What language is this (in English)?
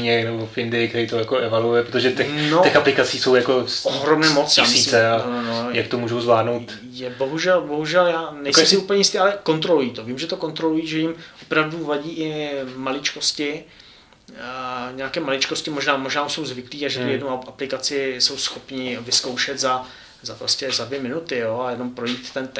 Czech